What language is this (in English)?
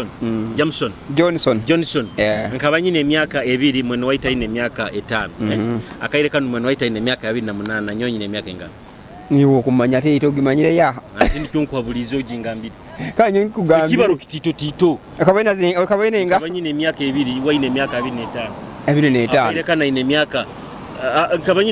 Nyoro